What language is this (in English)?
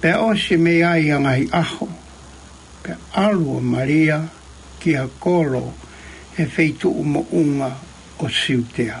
Tongan